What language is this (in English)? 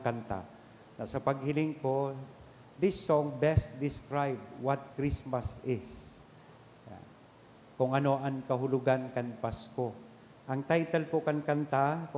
Bikol